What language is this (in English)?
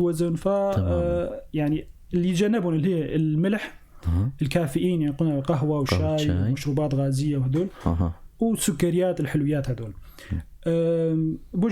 North Levantine Arabic